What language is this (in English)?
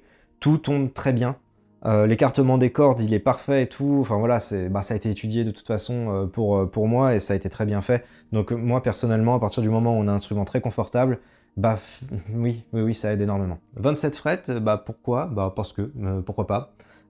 French